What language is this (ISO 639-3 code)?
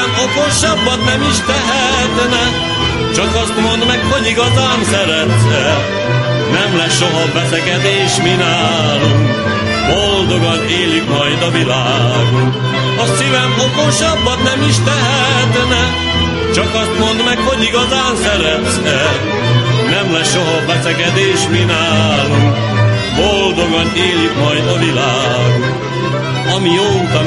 hun